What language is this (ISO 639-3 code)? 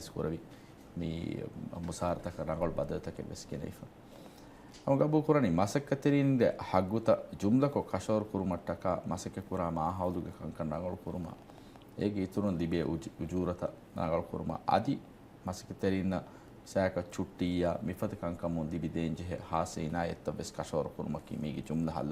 div